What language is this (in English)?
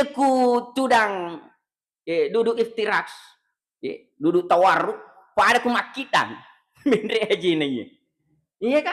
Buginese